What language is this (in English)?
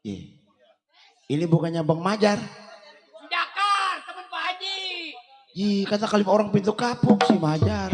Betawi